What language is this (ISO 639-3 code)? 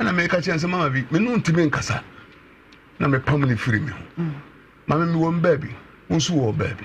aka